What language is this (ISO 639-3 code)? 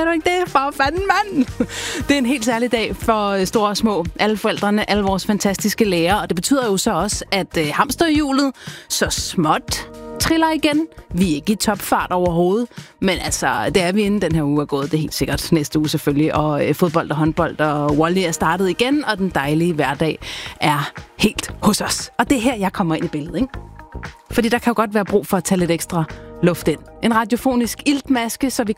dan